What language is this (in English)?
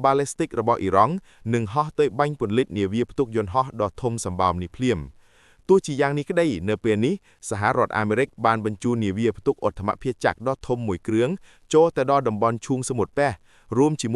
Khmer